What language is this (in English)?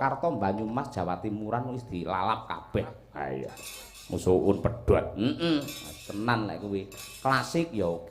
Javanese